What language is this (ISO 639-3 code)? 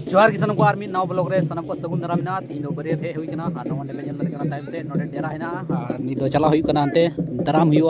sat